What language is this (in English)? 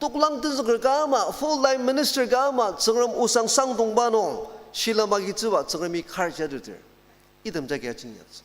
Ao Naga